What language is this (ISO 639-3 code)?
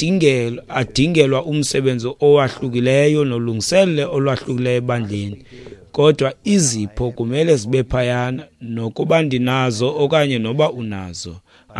xho